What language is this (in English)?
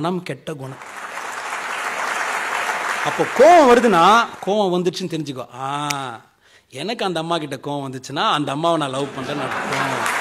Tamil